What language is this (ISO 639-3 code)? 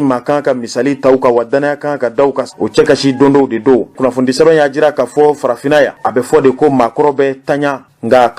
bam